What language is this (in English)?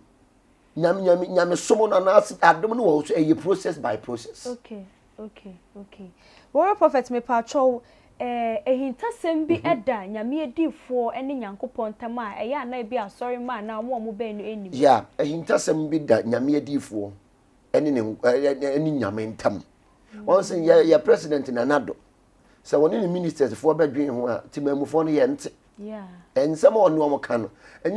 Akan